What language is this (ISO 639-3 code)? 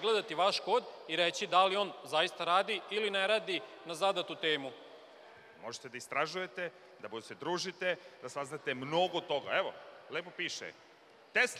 srp